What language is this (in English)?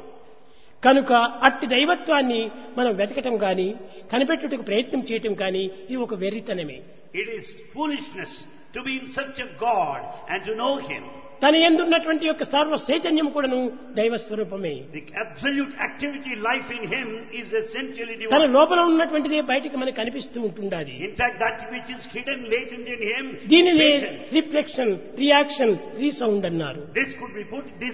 Telugu